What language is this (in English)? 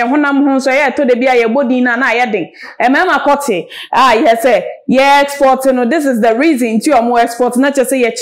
Akan